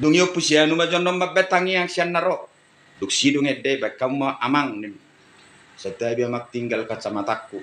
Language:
Batak Toba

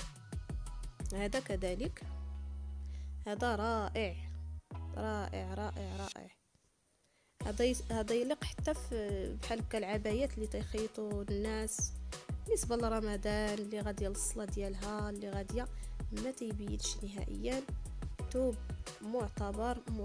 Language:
Moroccan Arabic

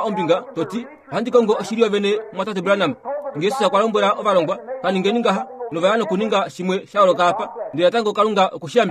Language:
Kuanyama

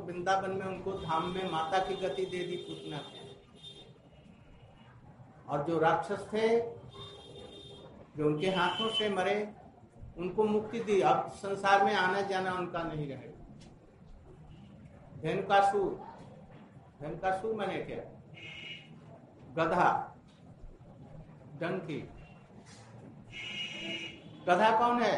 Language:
Hindi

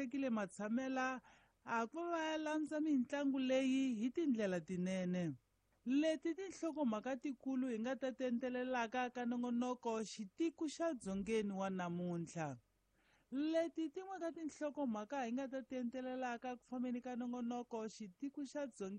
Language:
Tsonga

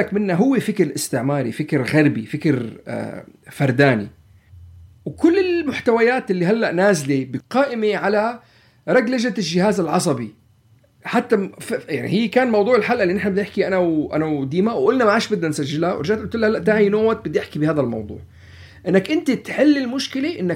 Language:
North Levantine Arabic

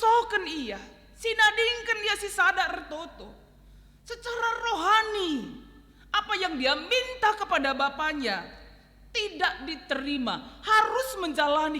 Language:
Batak Karo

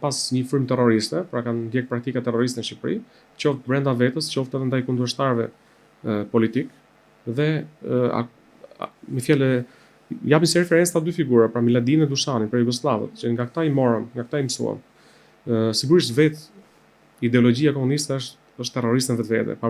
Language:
Albanian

